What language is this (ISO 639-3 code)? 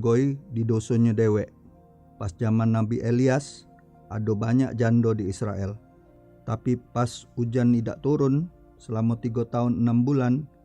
mui